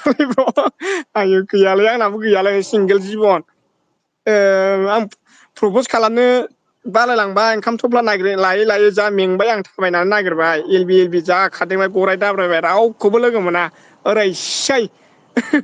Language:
Bodo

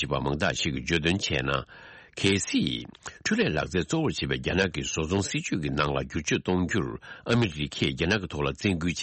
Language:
Tibetan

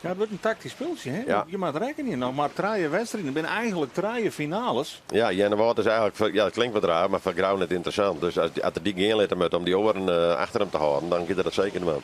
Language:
Western Frisian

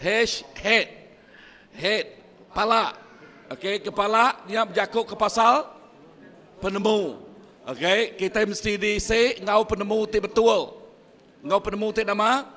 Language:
Iban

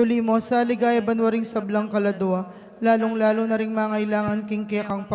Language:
Pampanga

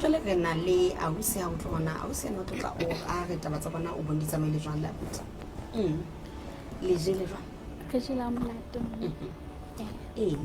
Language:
Southern Sotho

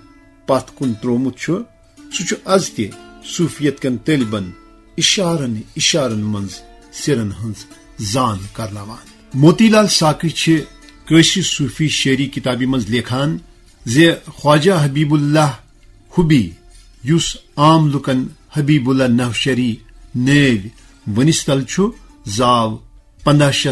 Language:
Kashmiri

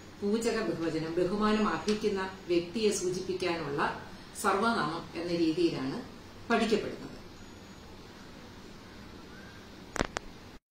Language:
Malayalam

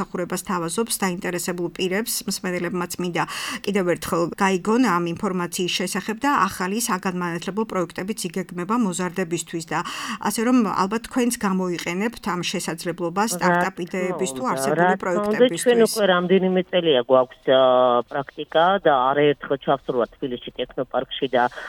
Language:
Georgian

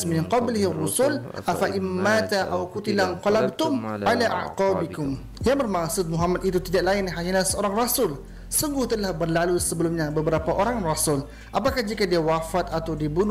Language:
Malay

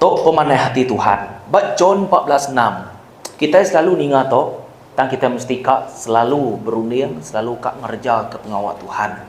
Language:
Iban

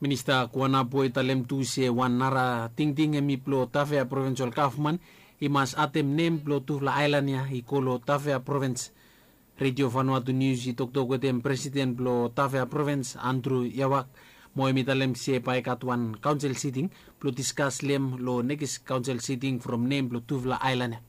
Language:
Bislama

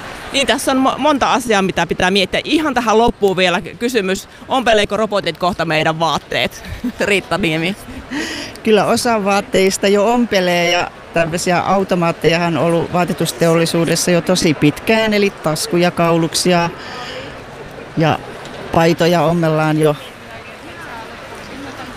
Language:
Finnish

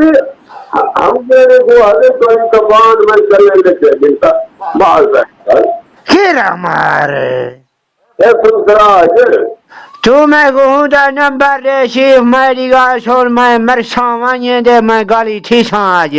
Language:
Saraiki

